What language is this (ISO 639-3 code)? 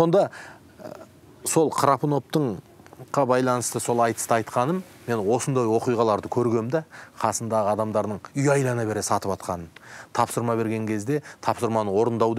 kaz